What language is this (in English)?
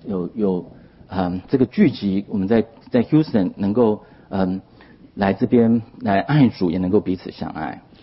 Chinese